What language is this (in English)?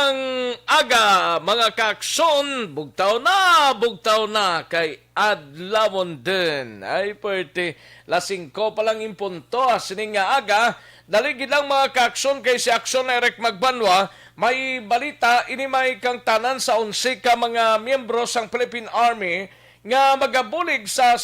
Hiligaynon